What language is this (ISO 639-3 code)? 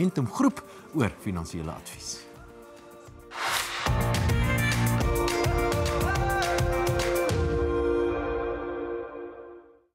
afr